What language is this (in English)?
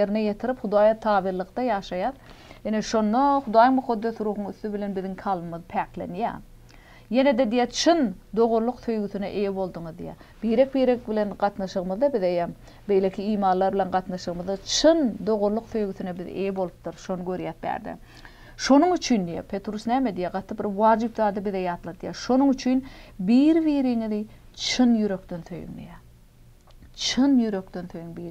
Turkmen